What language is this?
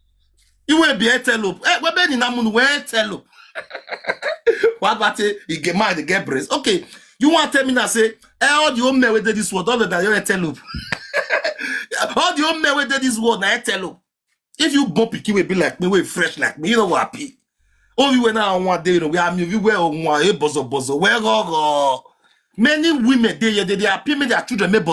Nigerian Pidgin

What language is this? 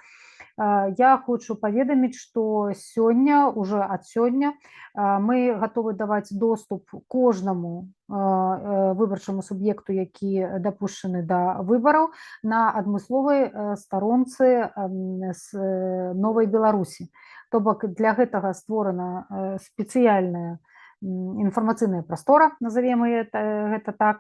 Belarusian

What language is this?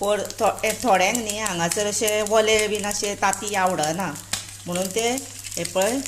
Konkani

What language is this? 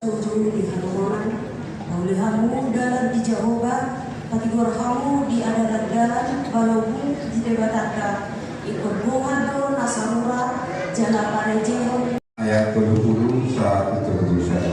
Batak Toba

